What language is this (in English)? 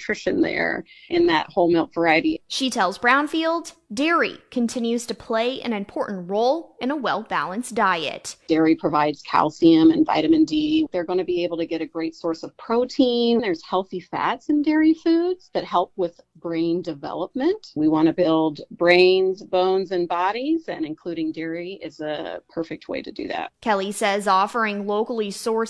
English